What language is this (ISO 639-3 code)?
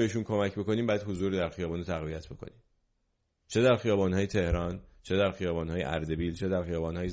fas